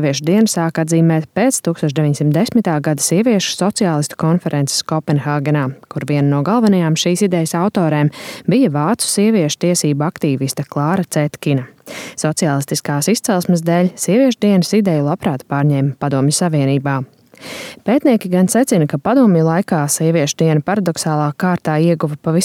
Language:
Latvian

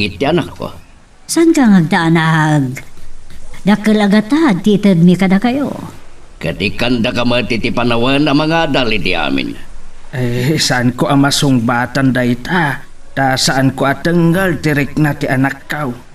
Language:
Iloko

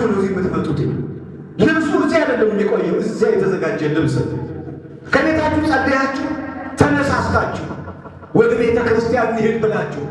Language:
Amharic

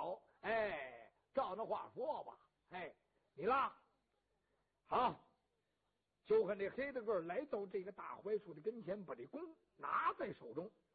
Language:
Chinese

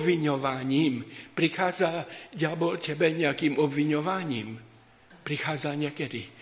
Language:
Slovak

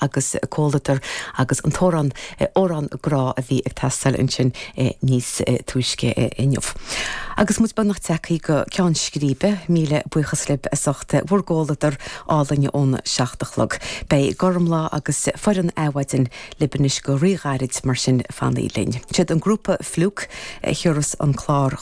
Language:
Irish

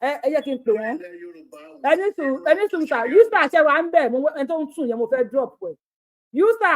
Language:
Yoruba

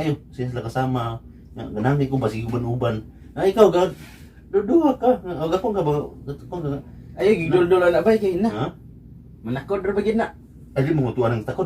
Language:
Cebuano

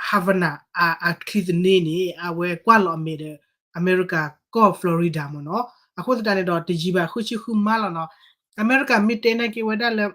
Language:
S'gaw Karen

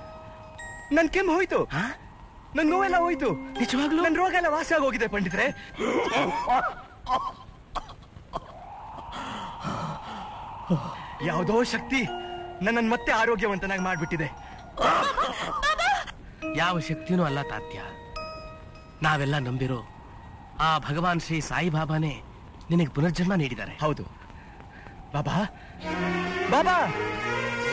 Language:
Kannada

